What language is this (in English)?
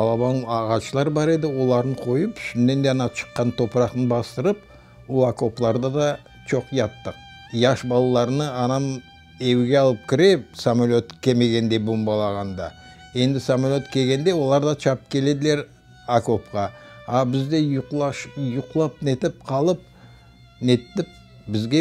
Crimean Tatar